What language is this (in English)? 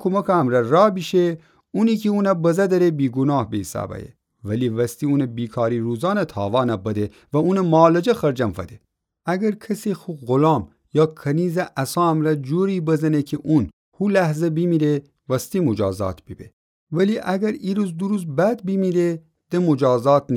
Gilaki